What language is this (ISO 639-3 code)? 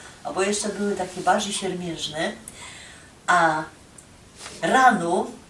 szl